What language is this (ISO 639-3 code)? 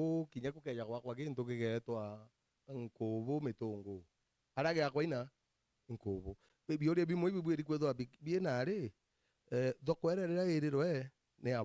mer